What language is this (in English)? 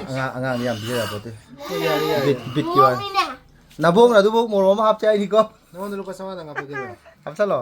Manipuri